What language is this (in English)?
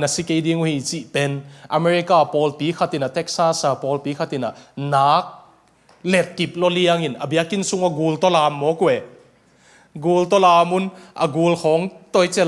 Tedim Chin